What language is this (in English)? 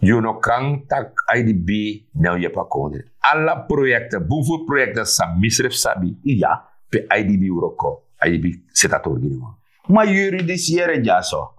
Sranan Tongo